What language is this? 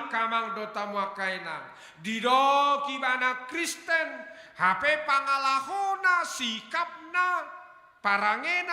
Batak Toba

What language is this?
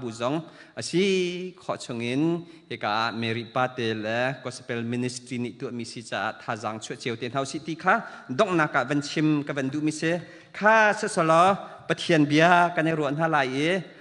Hakha Chin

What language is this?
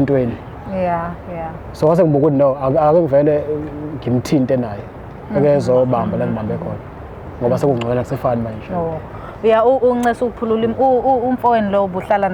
Zulu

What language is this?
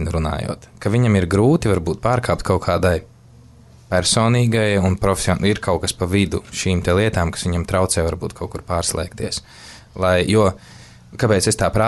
Latvian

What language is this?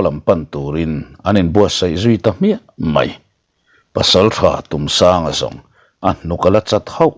Mizo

